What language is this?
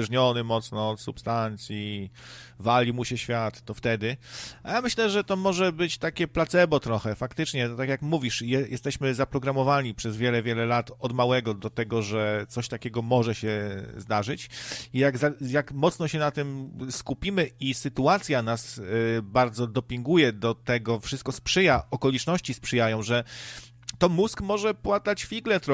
Polish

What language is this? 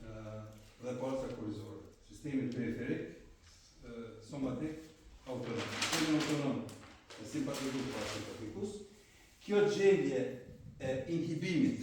Albanian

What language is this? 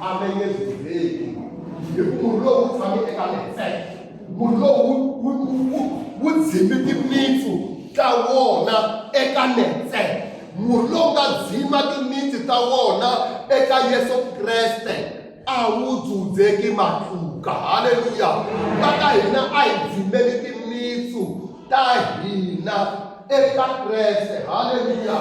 Tsonga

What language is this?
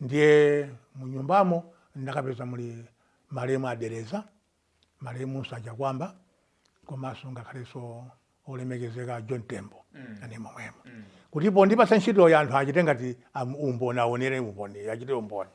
Nyanja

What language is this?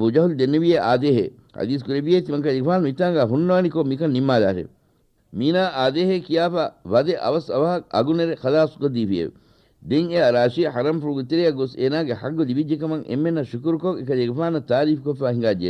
Divehi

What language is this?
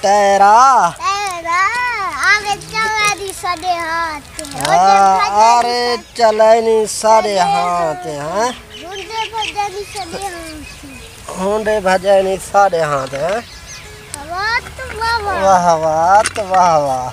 Saraiki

